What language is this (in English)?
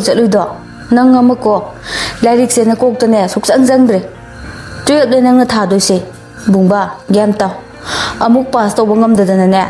Manipuri